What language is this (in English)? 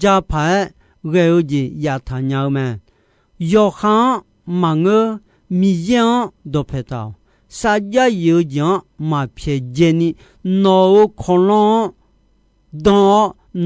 Akha